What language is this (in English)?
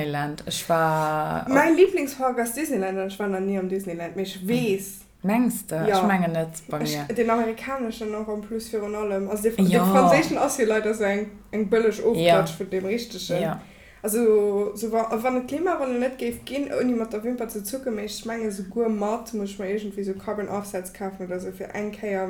Luxembourgish